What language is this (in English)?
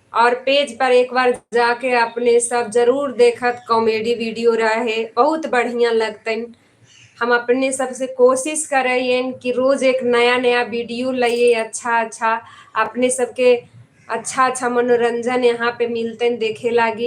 Magahi